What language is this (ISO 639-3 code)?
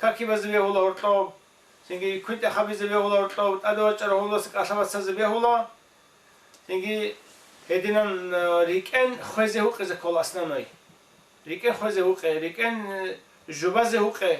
ava